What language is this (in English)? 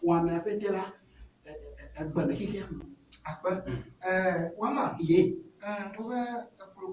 Ewe